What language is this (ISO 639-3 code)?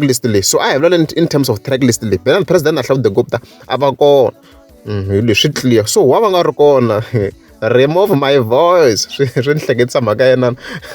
tso